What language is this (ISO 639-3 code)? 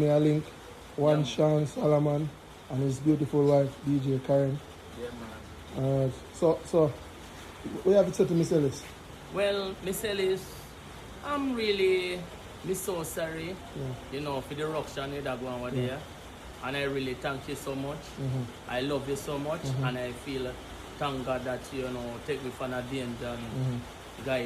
jam